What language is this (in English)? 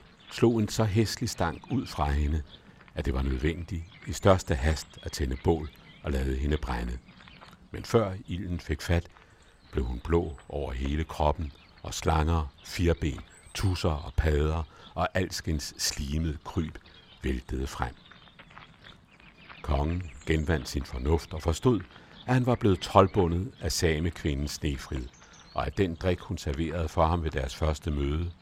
Danish